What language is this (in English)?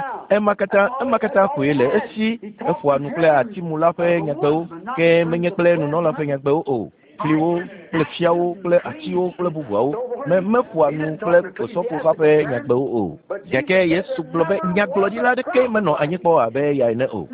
Ewe